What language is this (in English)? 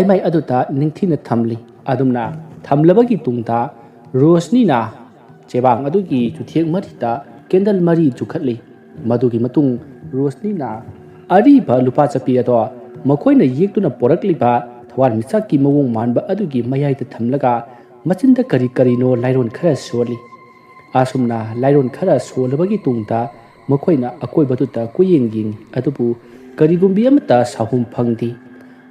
Manipuri